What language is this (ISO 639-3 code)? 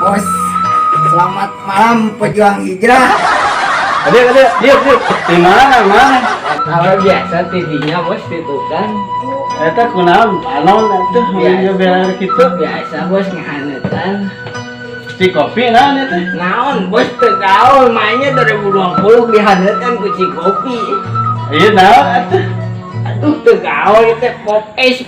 sun